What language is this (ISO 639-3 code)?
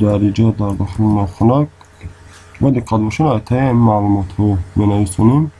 tgk